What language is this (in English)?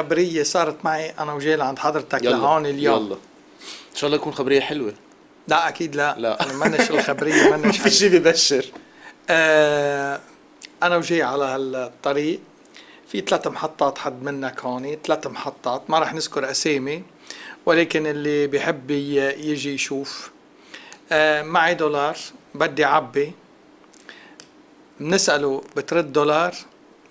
North Levantine Arabic